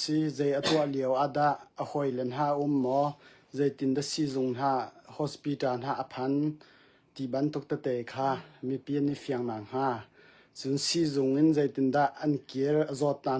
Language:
Hakha Chin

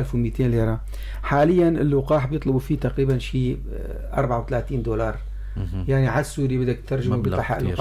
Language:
North Levantine Arabic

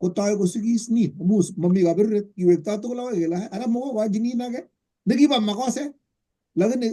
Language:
Kalenjin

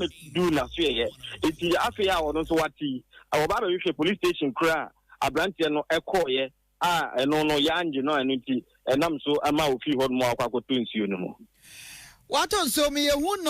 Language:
Akan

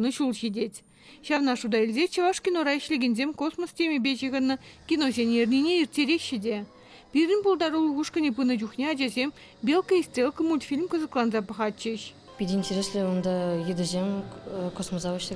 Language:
Chuvash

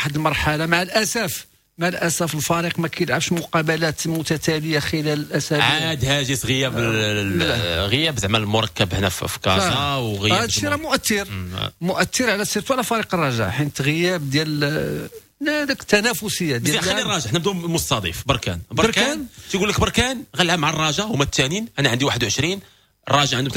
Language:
Moroccan Arabic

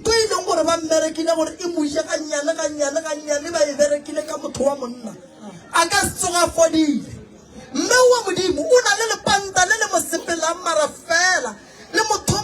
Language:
Northern Sotho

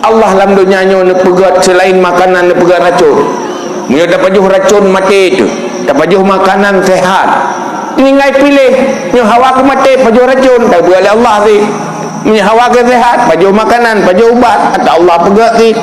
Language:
Achinese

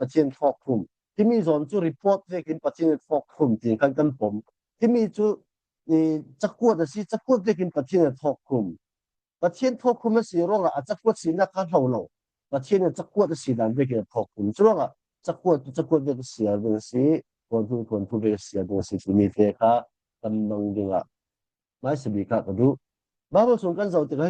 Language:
Falam Chin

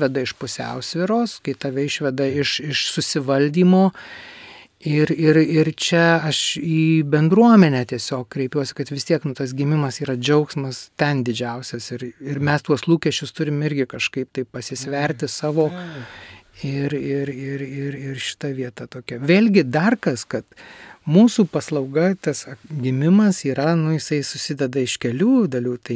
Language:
Lithuanian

